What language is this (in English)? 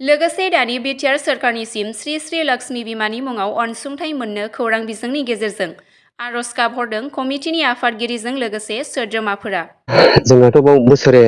Bodo